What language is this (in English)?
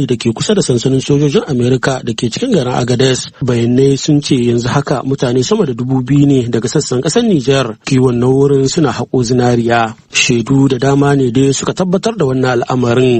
Hausa